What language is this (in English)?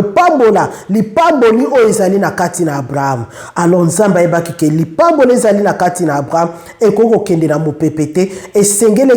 Lingala